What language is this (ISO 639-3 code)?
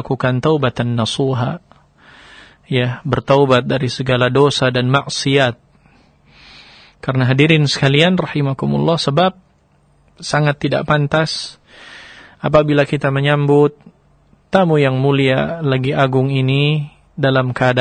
ind